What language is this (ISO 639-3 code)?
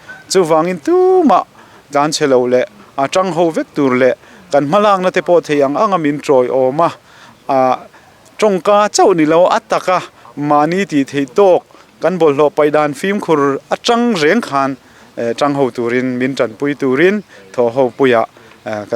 lus